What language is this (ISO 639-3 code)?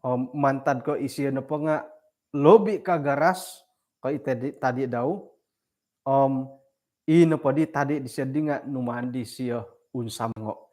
dtp